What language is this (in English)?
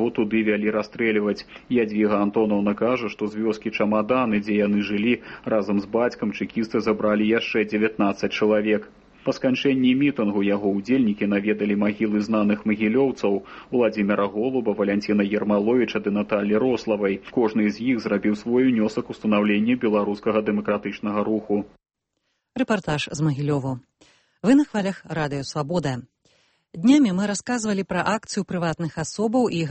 Belarusian